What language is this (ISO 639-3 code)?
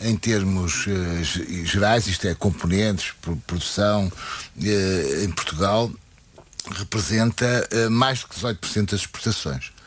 por